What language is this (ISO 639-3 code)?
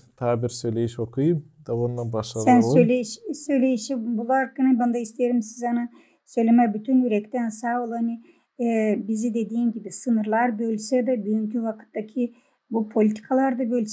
gag